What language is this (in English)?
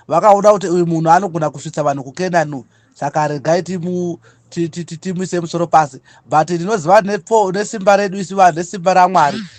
Shona